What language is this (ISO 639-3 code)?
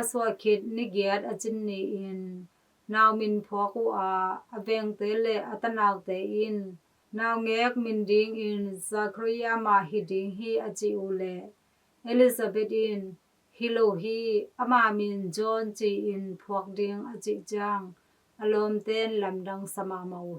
ctd